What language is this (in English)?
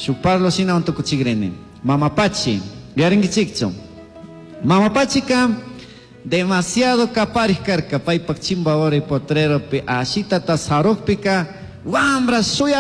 Chimborazo Highland Quichua